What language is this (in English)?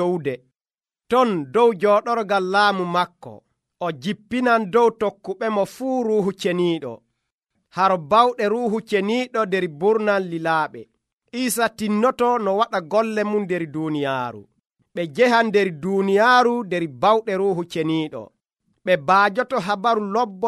Nigerian Fulfulde